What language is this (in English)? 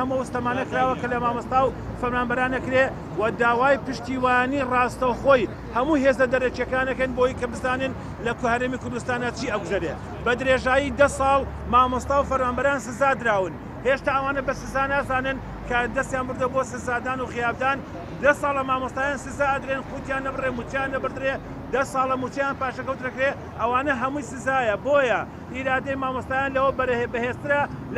Central Kurdish